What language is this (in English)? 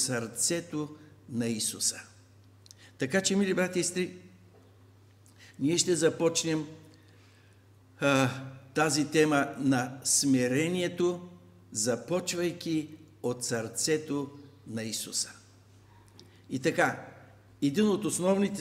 Bulgarian